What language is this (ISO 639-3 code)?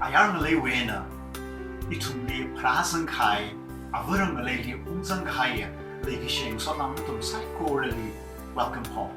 nmf